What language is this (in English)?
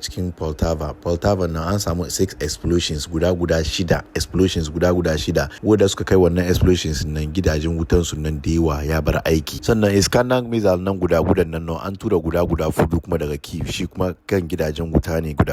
Hausa